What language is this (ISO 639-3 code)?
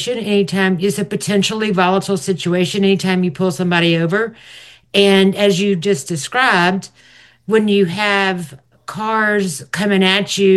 eng